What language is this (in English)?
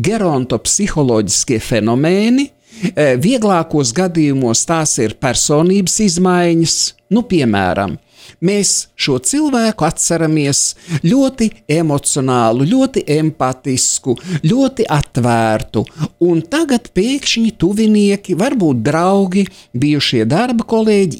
Latvian